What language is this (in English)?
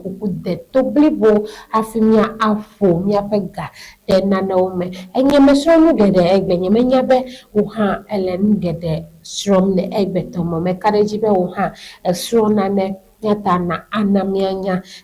Ewe